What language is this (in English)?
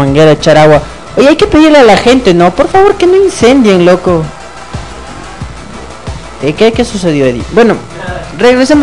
Spanish